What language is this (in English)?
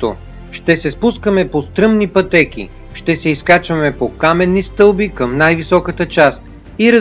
Bulgarian